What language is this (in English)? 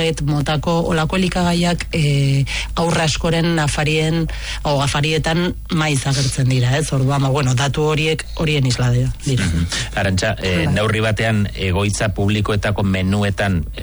Basque